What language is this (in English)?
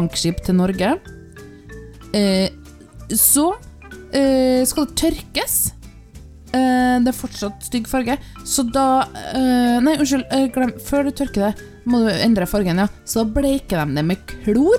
Norwegian